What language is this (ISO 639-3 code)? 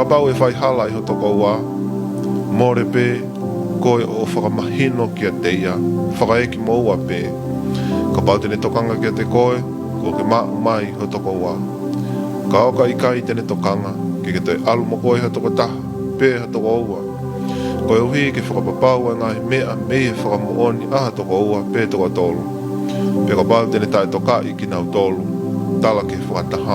ton